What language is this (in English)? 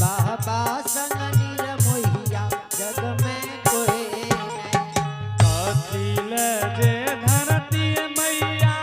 Angika